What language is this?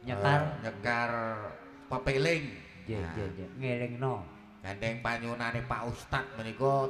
Javanese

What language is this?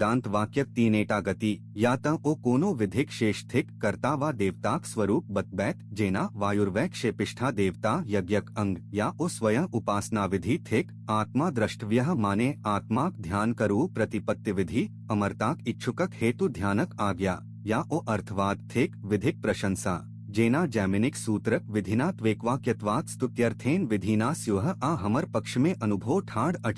Maithili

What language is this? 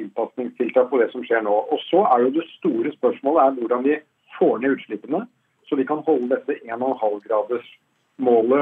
Norwegian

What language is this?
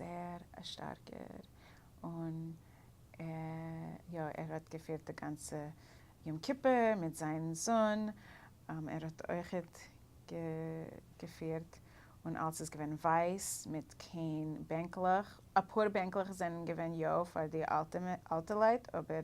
Yiddish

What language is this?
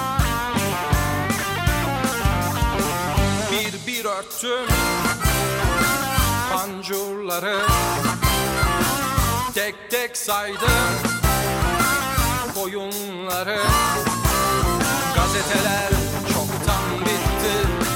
Turkish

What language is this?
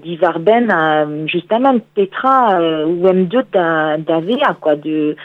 Breton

